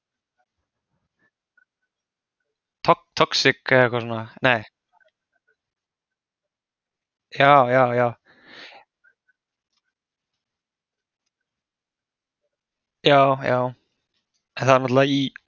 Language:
Icelandic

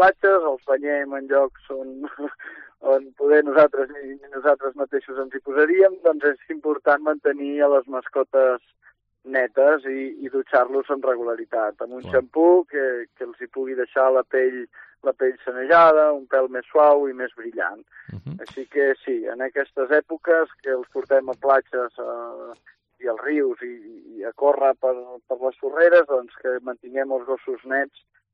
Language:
Catalan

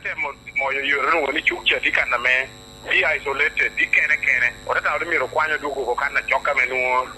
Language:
Lango (Uganda)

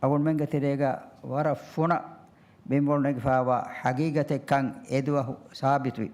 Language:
Divehi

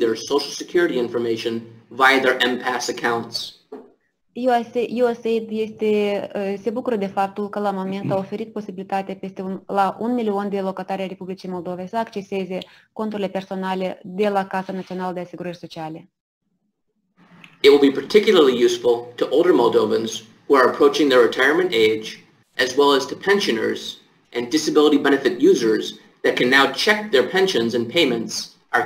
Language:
Romanian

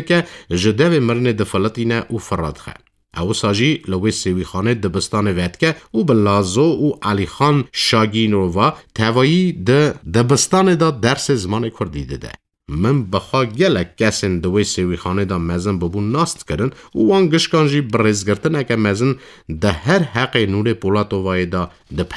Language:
Kurdish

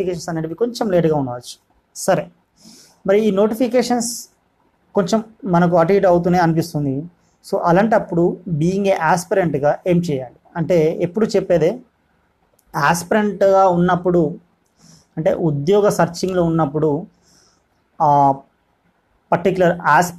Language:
Telugu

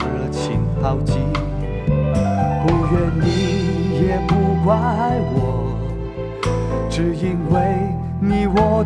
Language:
Chinese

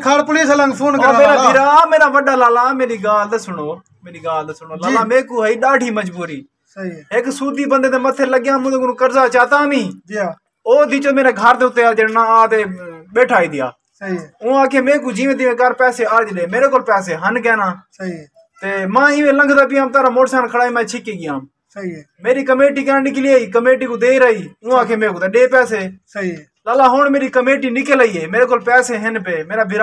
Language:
Saraiki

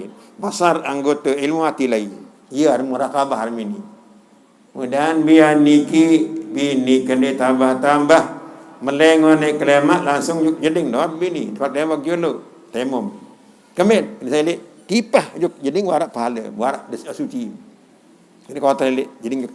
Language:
Sasak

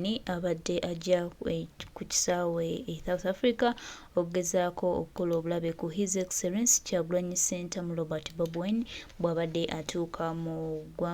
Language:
Ganda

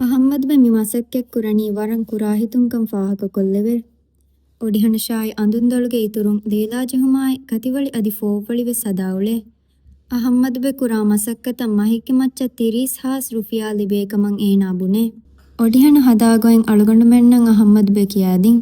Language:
Divehi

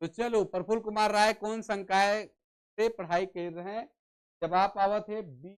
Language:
Sadri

